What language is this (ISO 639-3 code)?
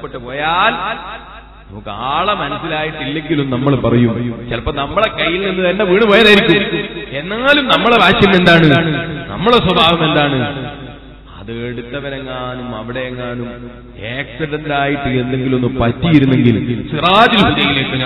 mal